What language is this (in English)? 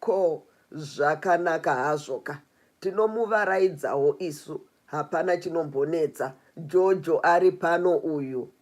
Shona